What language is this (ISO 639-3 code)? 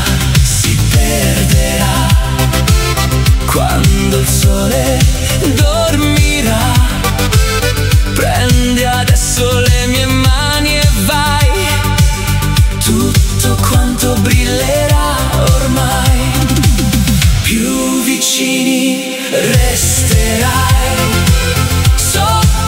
ita